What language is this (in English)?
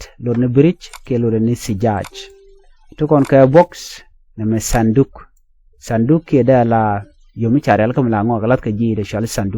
Nuer